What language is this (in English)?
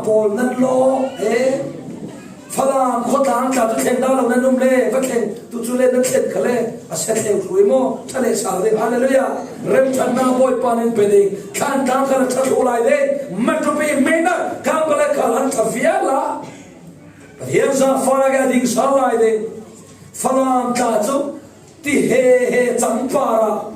Falam Chin